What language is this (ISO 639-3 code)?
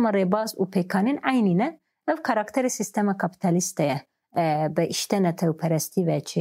kur